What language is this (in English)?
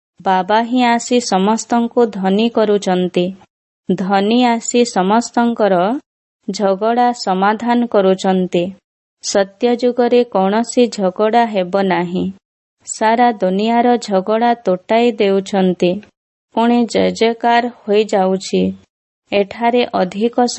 Odia